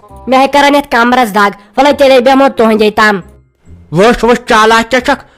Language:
Kashmiri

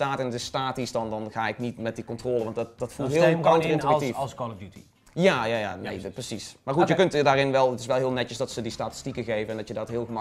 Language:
Dutch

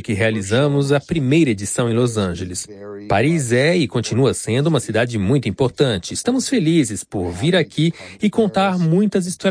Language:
Portuguese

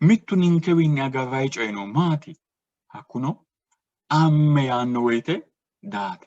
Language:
Sidamo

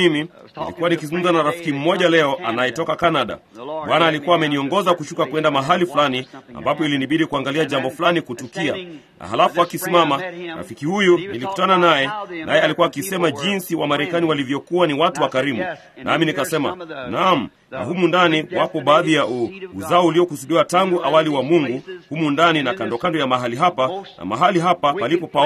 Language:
Swahili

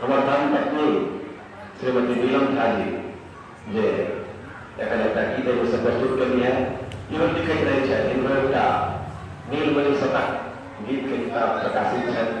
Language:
Maithili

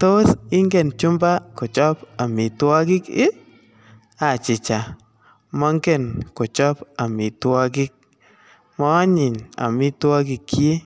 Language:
Kalenjin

